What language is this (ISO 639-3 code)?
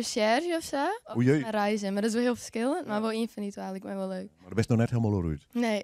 fry